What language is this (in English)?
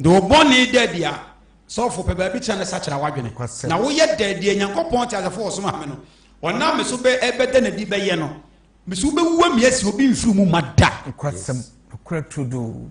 Akan